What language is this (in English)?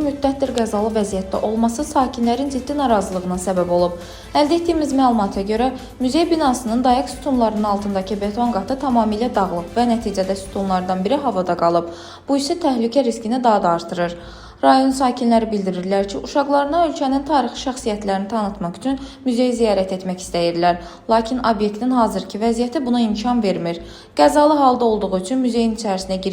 Azerbaijani